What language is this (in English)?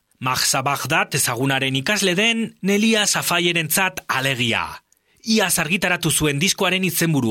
Basque